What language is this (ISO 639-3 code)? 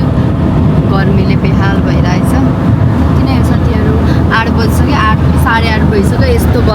nep